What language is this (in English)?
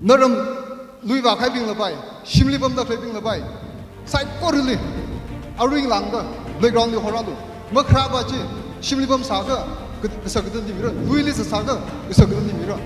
Tangkhul Naga (India)